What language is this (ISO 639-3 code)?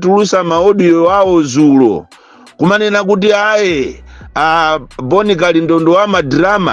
nya